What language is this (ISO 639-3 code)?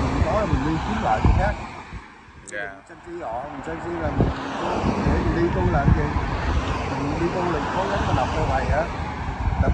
vie